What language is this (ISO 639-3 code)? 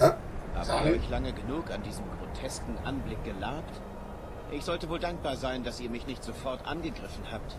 gsw